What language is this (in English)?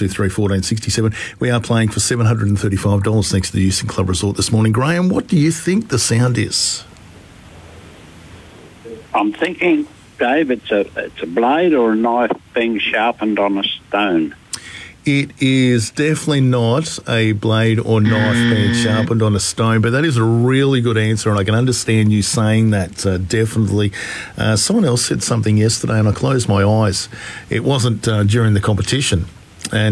English